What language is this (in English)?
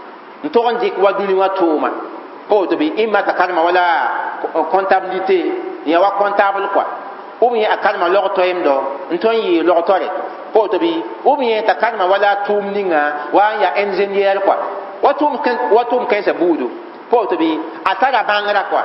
Mossi